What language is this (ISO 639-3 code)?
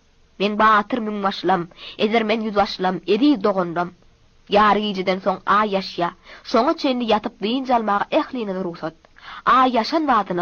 tuk